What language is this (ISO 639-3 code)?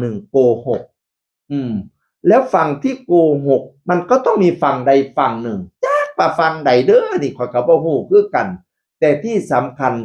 tts